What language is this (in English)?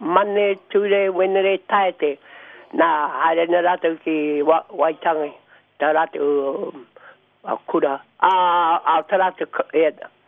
Māori